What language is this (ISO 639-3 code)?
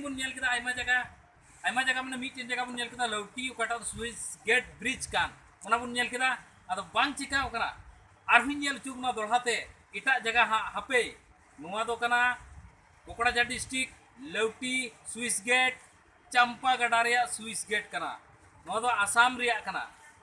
sat